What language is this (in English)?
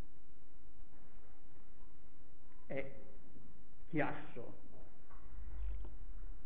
Italian